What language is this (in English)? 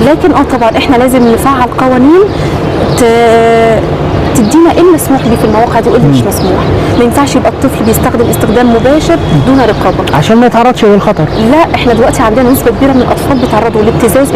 Egyptian Arabic